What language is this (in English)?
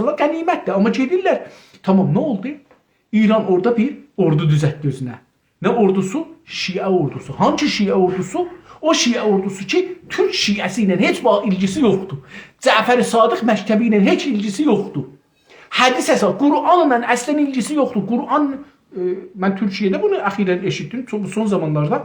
South Azerbaijani